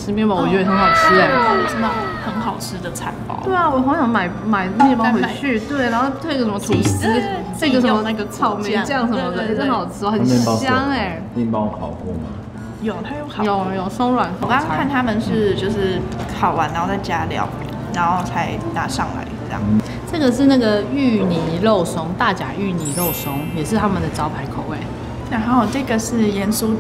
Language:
Chinese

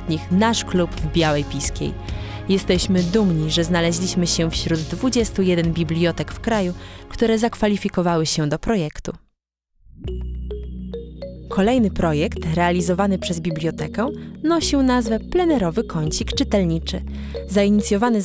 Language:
Polish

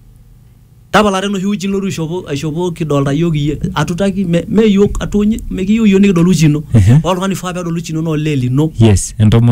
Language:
Masai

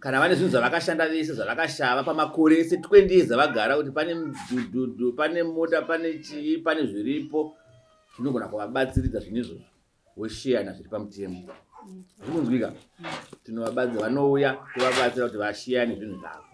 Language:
Shona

